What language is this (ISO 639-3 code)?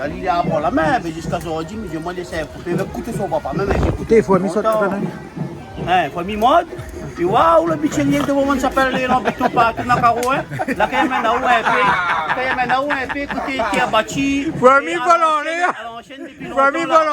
rcf